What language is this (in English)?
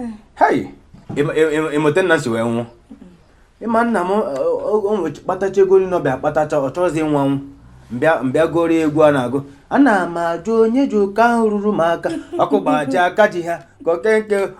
Igbo